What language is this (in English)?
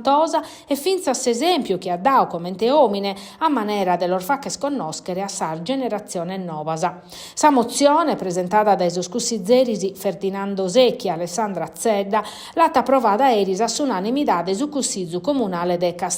Sardinian